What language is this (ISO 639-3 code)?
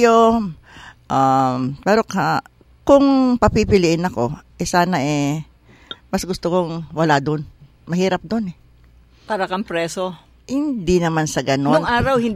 fil